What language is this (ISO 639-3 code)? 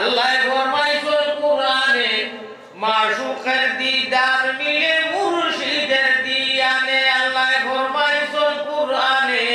syl